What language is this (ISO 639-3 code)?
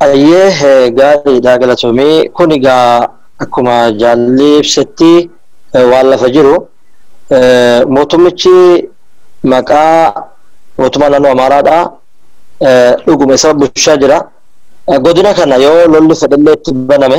orm